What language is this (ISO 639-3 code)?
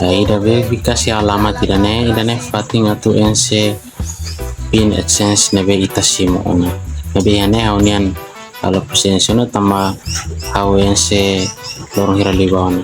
tet